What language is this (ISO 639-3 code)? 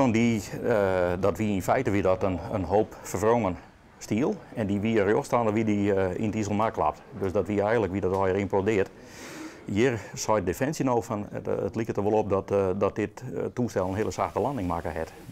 fry